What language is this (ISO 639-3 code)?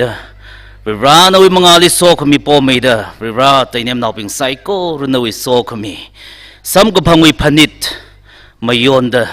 nmf